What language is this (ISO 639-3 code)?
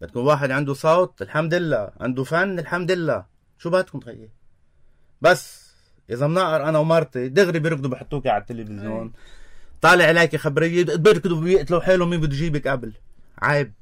apc